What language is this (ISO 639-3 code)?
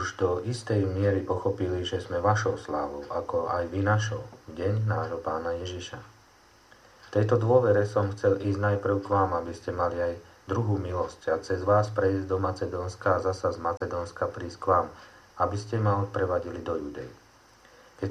slk